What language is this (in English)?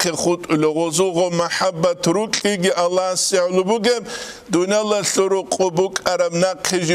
Avaric